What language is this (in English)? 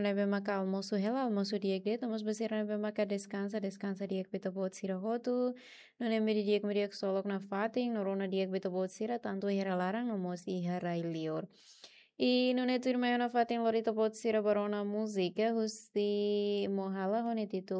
Tetum